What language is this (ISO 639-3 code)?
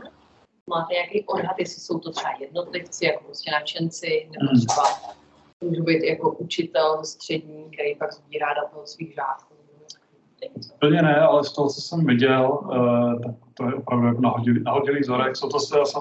ces